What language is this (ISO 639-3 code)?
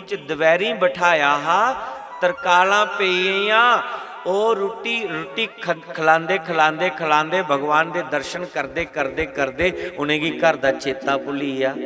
doi